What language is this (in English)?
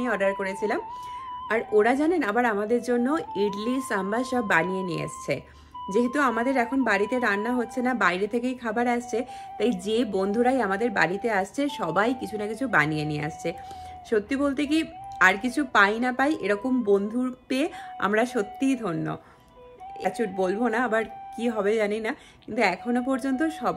Bangla